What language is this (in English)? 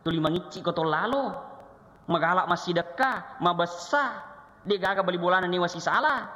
Buginese